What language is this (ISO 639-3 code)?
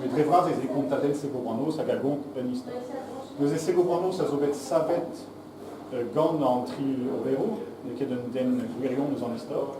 bre